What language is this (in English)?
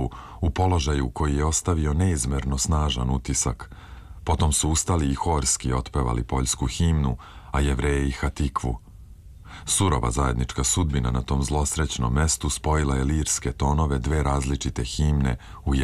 Serbian